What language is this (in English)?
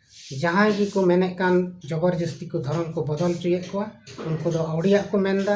Santali